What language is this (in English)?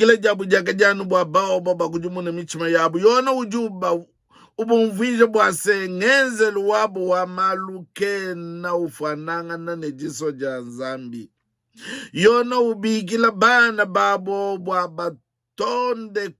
Luba-Lulua